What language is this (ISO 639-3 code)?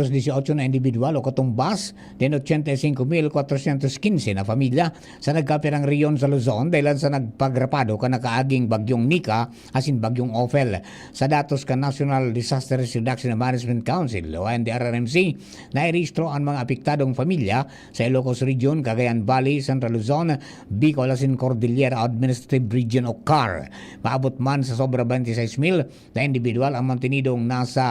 bik